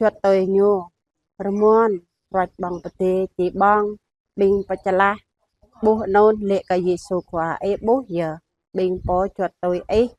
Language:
Jarai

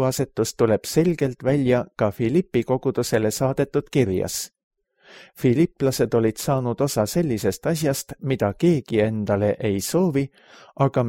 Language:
Estonian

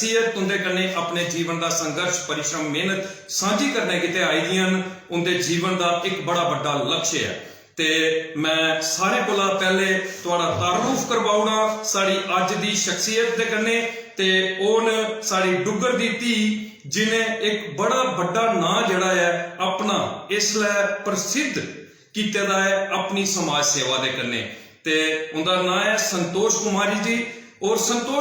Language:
Dogri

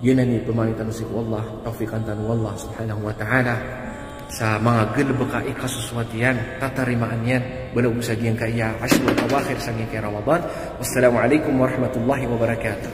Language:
Maranao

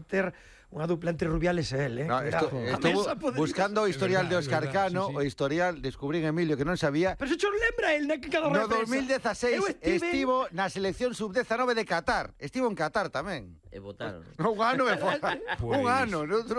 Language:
Galician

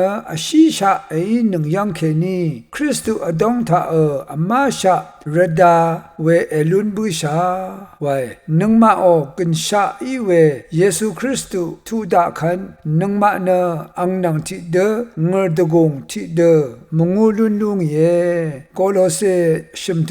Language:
Rawang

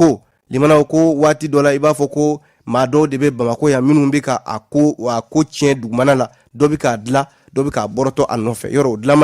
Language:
Bambara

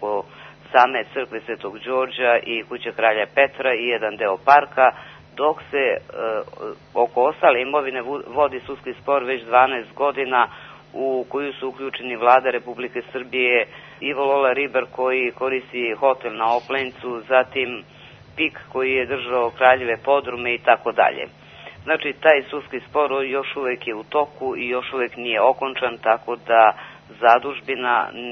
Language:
Serbian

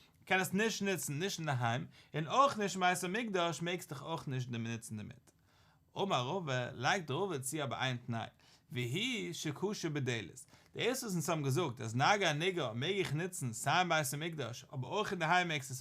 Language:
Yiddish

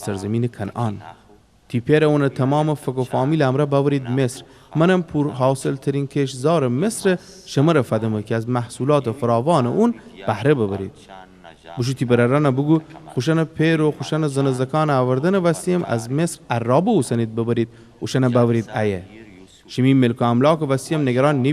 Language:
Gilaki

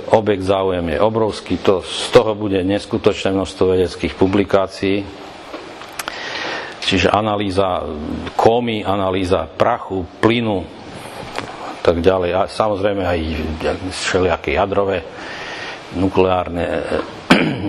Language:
Slovak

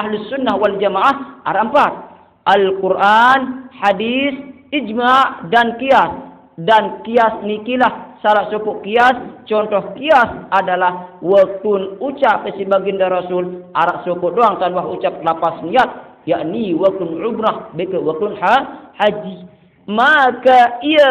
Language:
Sasak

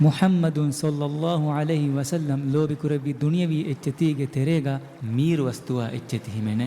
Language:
Divehi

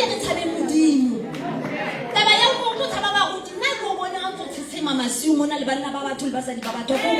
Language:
Southern Sotho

